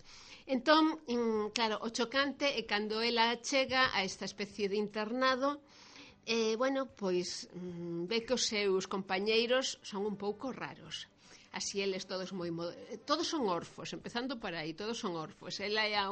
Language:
Galician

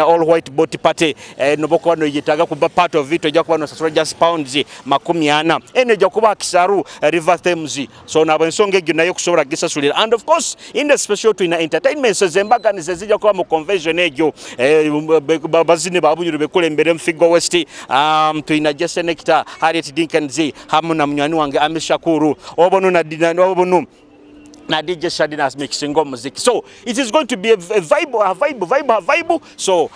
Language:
Nyoro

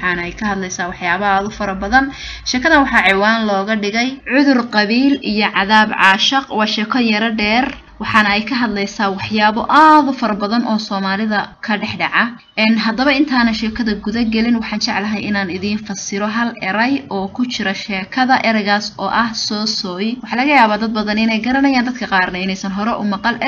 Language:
Somali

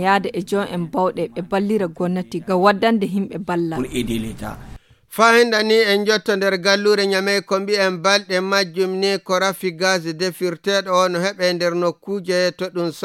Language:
Nigerian Fulfulde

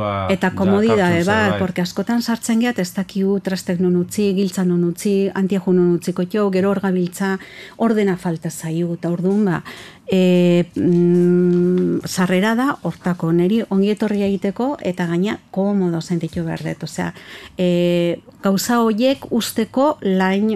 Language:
Basque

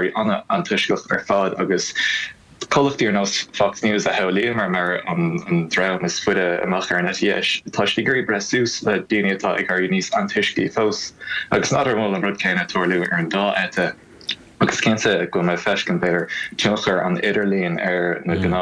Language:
Irish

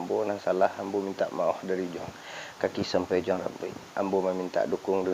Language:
Minangkabau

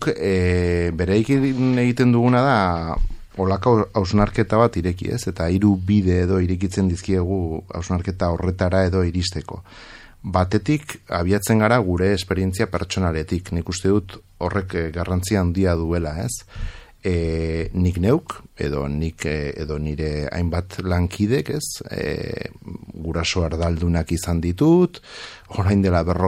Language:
Basque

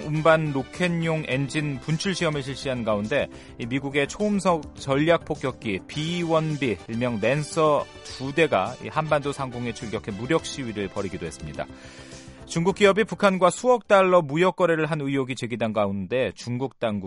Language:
Korean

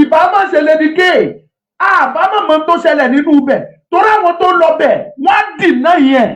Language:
Yoruba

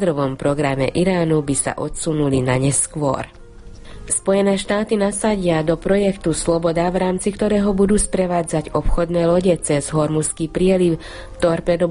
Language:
Slovak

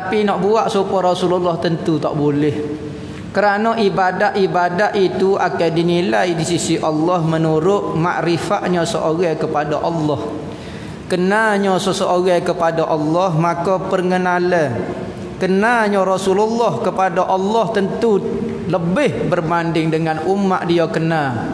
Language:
Malay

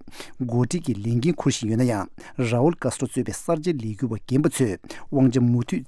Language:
Tibetan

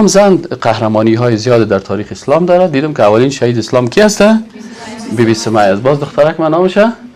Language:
Persian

